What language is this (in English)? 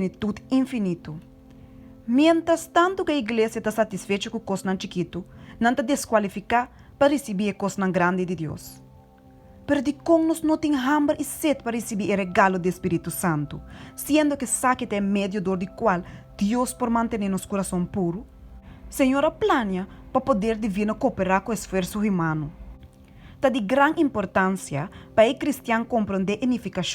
Papiamento